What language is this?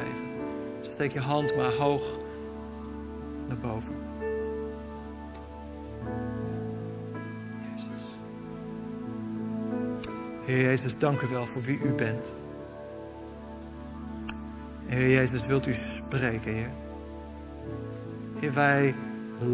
Dutch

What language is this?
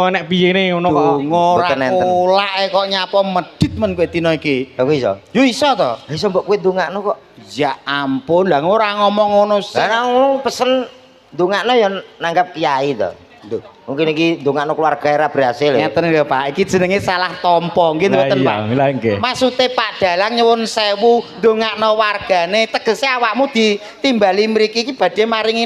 Javanese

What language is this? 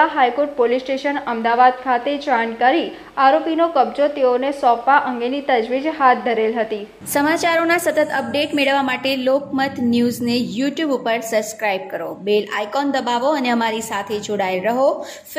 Gujarati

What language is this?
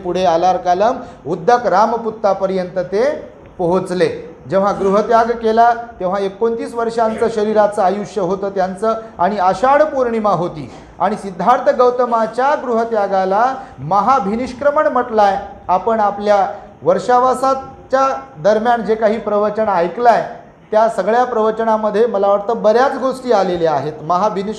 Marathi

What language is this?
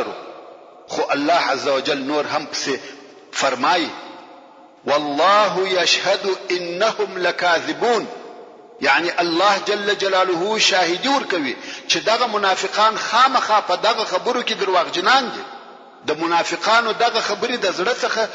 Pashto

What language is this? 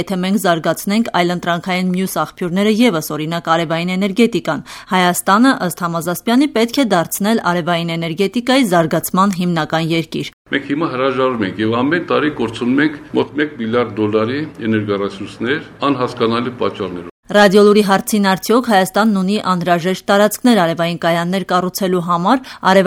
Armenian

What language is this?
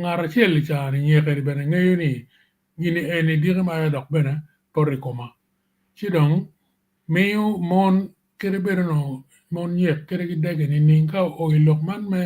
Acoli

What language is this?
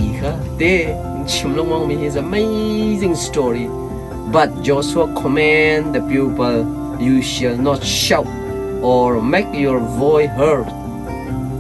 Hakha Chin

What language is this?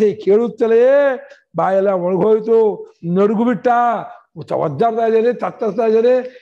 Kannada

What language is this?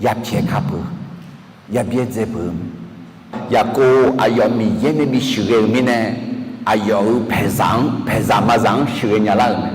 Akha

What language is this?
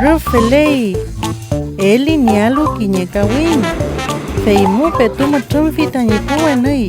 Mapuche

